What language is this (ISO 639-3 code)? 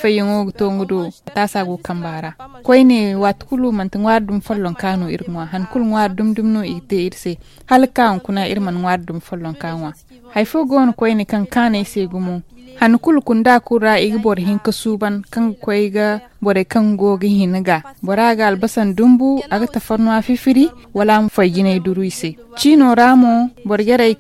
dje